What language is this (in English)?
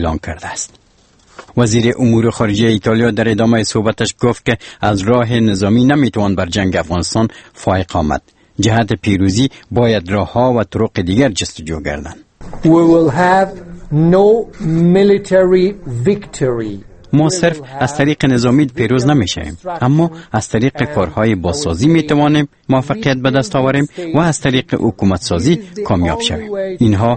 Persian